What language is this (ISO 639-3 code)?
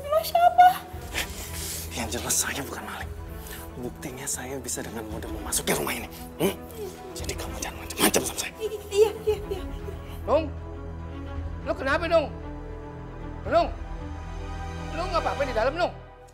ind